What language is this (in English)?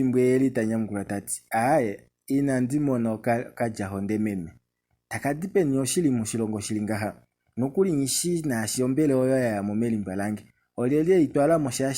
Kuanyama